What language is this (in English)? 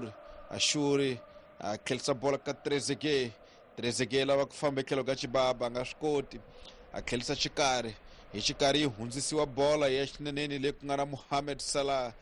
Tsonga